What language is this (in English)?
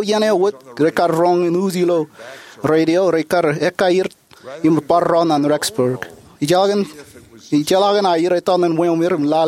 Marshallese